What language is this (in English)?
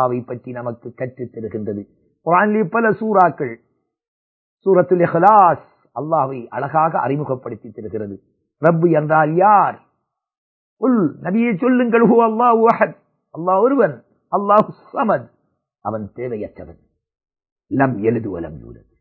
Tamil